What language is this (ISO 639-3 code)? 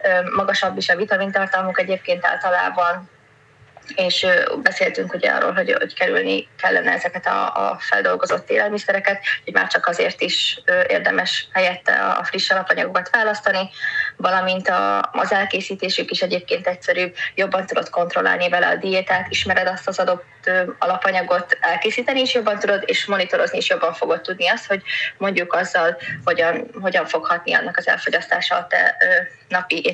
hun